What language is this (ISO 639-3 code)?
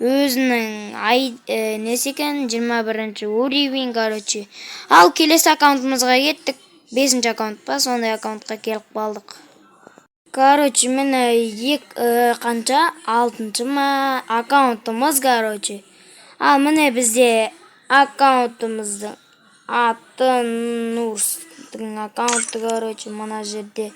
kaz